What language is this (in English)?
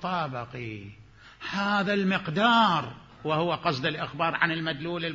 Mesopotamian Arabic